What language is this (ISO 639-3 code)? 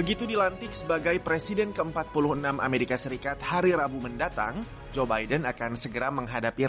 ind